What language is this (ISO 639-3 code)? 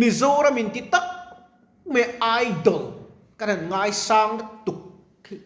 lus